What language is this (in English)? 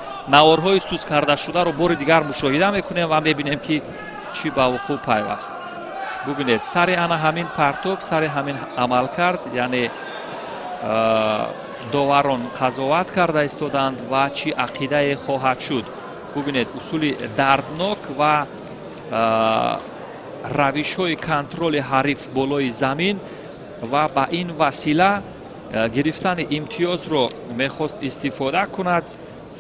Tajik